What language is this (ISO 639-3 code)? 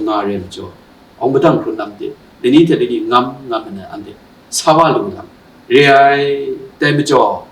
kac